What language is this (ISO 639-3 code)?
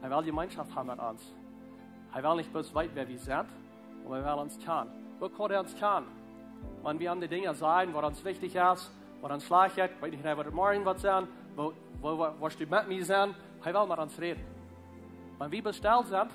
pdt